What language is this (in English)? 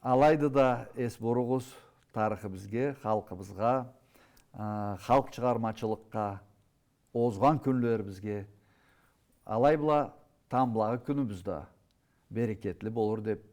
Karachay-Balkar